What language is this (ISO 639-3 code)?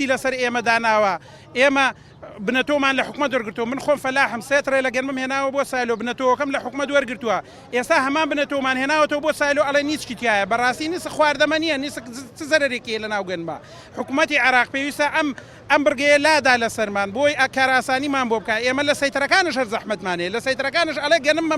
ckb